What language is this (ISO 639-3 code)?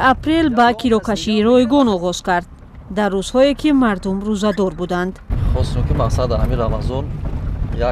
tgk